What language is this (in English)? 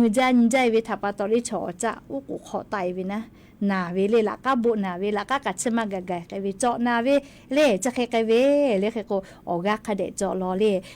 Lahu